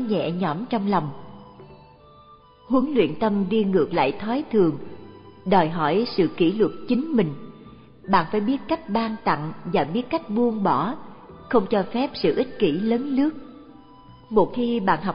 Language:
Vietnamese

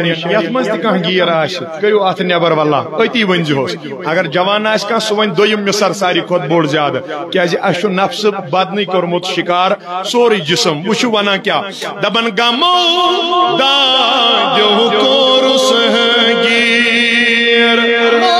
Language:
Kashmiri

